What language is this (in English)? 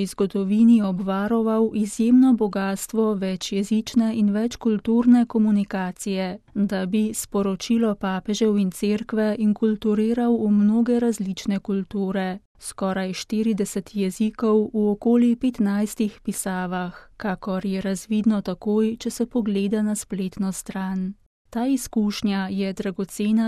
Slovenian